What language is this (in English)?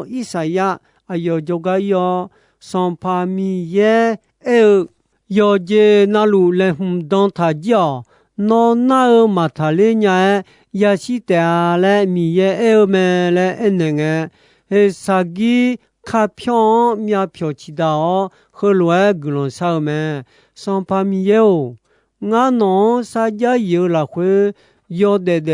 Akha